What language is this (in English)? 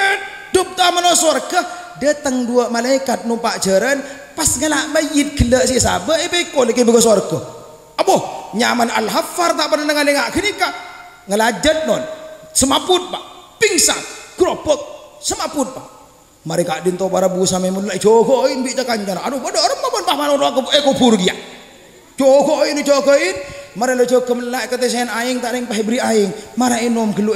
Madurese